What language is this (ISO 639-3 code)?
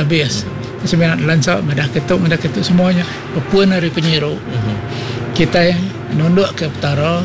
iba